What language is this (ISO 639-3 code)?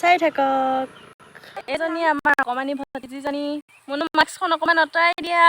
asm